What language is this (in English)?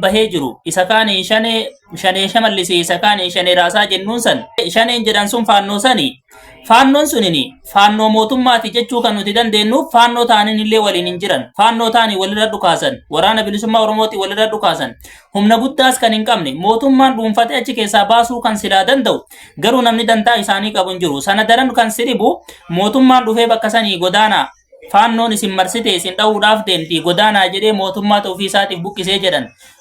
Oromo